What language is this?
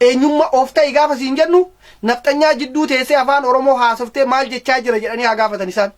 Oromo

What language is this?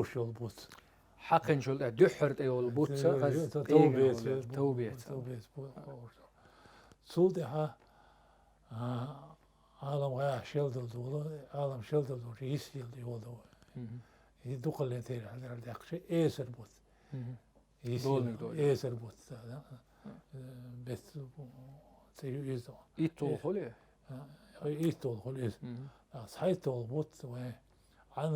Chechen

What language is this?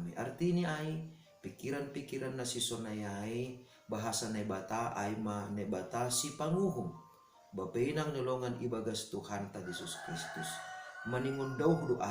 Batak Simalungun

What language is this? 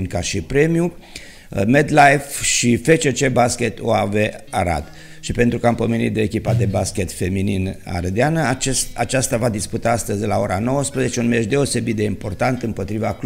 Romanian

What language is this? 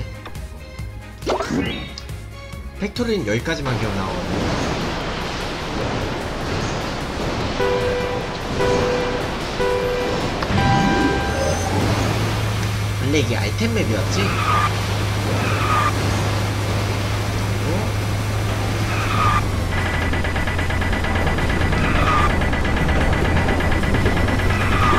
Korean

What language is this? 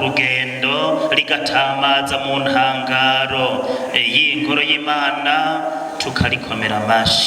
Rundi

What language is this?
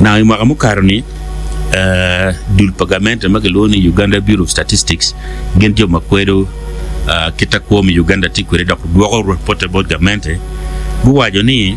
Acoli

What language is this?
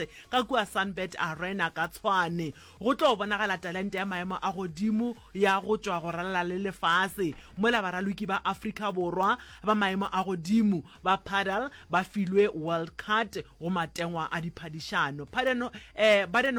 Northern Sotho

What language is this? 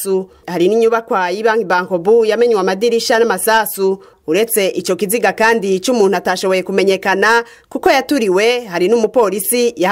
Rundi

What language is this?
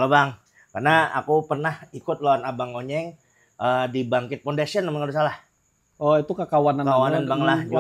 Banjar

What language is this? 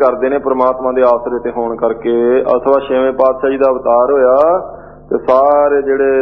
Punjabi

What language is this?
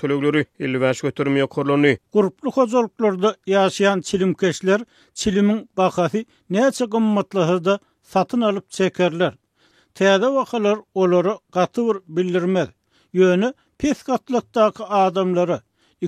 Turkmen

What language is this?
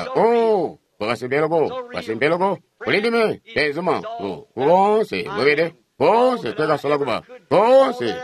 Tonga (Zambia)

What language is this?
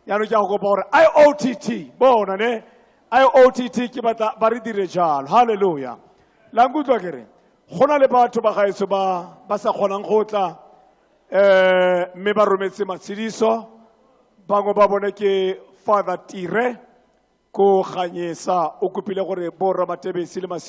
Tswana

